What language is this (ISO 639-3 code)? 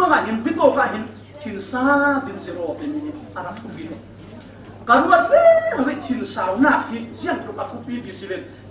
cfm